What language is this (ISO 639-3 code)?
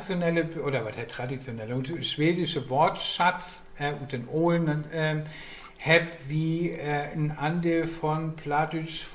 nds